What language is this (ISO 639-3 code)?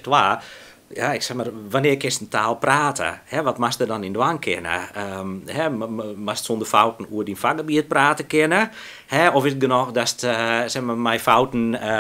fry